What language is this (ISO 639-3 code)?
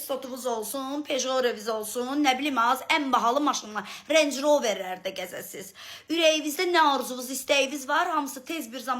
aze